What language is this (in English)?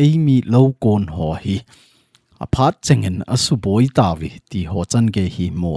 Thado Chin